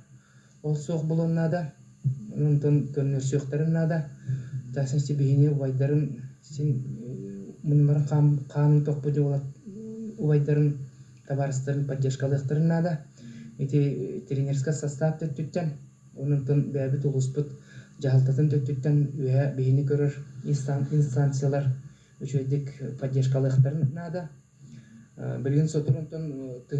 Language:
Yakut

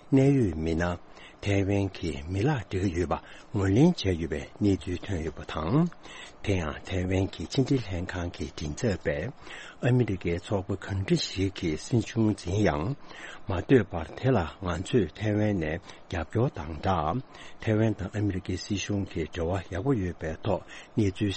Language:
Tibetan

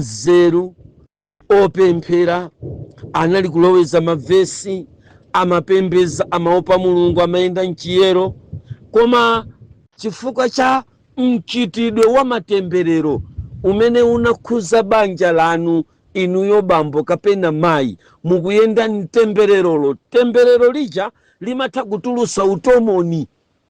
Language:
Nyanja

